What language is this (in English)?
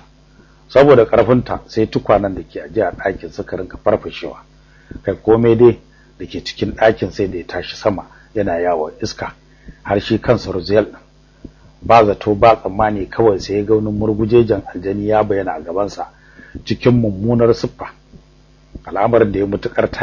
Hausa